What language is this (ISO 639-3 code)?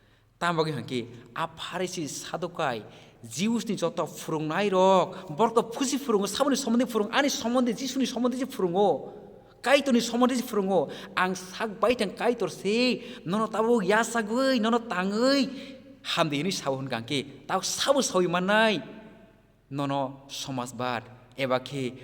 trp